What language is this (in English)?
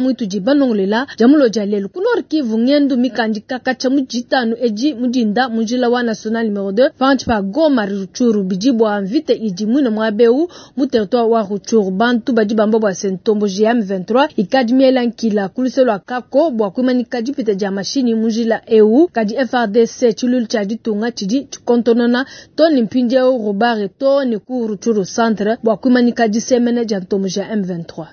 Luba-Lulua